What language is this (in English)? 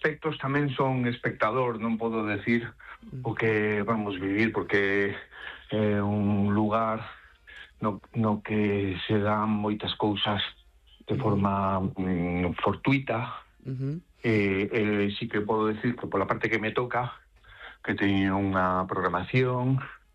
Galician